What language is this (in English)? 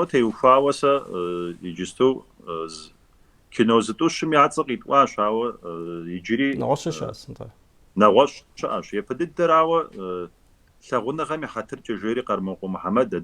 Kabardian